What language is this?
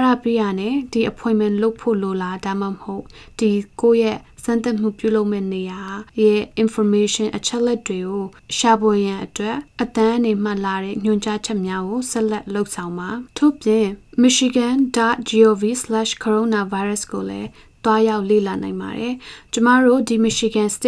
Burmese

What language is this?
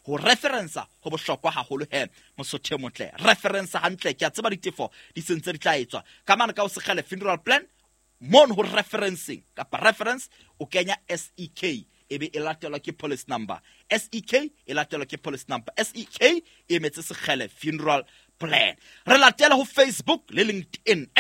Southern Sotho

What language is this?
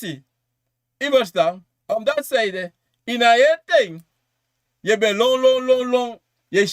Sranan Tongo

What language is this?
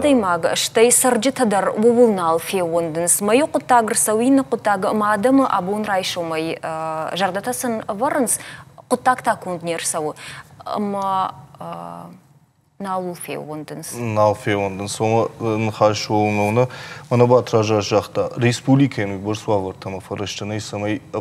Ossetic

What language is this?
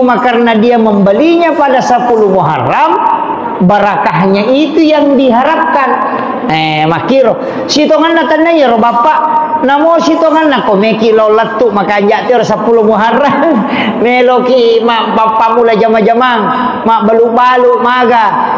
Buginese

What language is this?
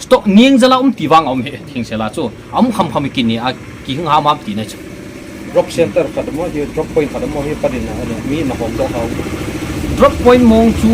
Paite Chin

